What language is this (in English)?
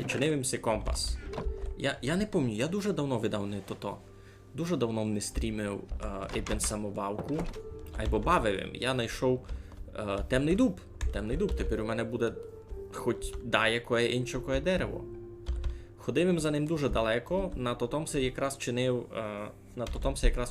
Rusyn